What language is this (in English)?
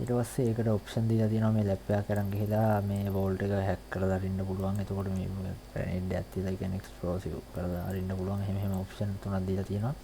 Sinhala